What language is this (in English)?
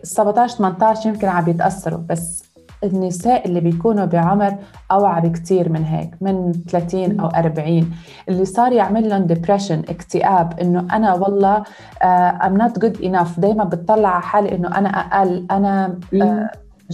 North Levantine Arabic